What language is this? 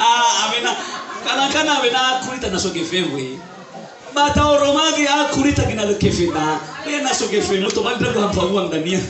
Nias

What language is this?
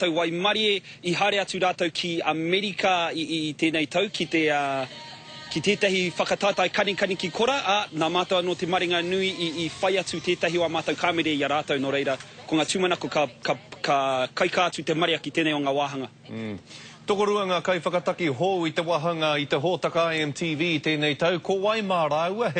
Māori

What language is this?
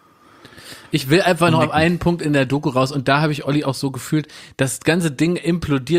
German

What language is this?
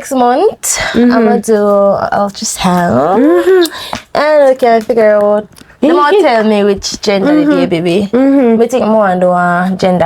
Jamaican Creole English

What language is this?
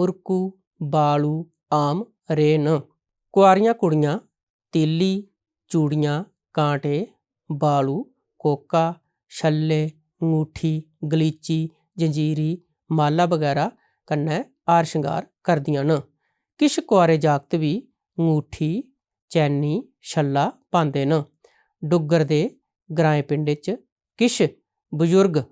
Dogri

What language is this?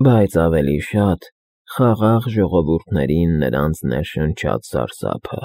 Armenian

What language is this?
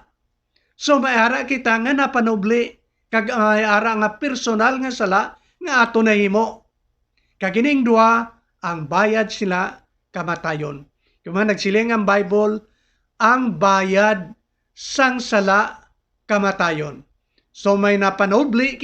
Hiligaynon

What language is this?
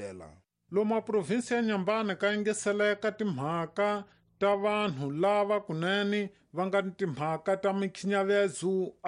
Tsonga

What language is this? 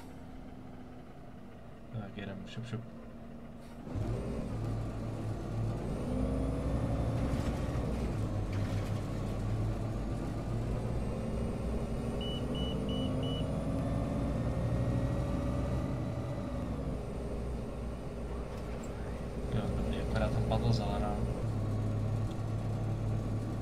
Czech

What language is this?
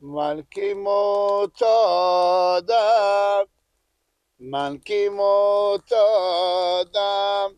Persian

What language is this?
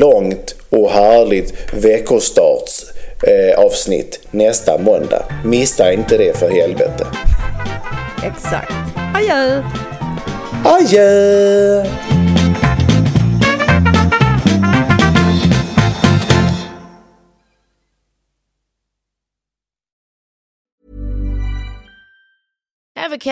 Swedish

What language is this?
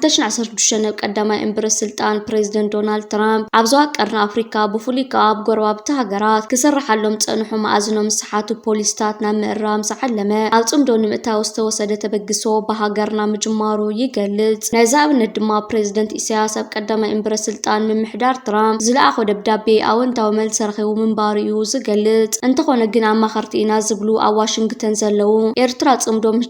Tigrinya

